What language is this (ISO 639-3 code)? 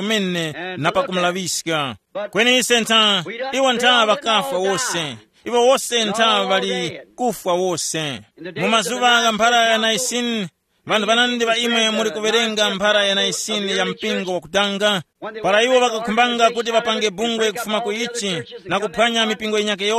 tum